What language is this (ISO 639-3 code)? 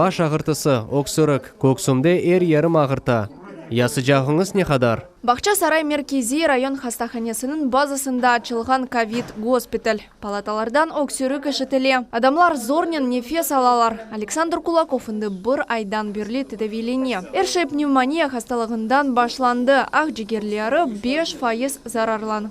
crh